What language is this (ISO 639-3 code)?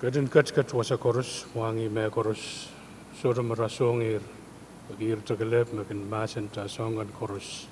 pon